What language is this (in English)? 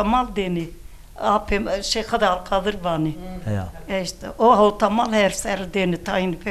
Zaza